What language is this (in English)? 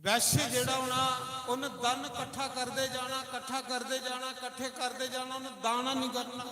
Dogri